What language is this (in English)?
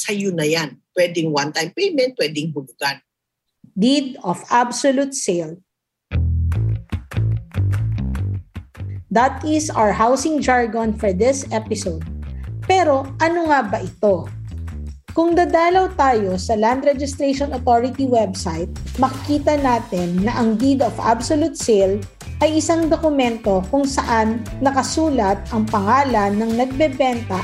Filipino